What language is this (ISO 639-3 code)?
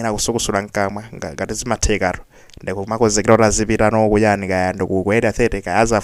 nya